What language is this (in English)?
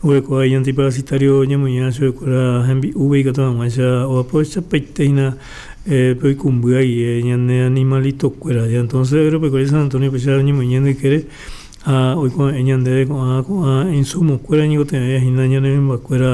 Guarani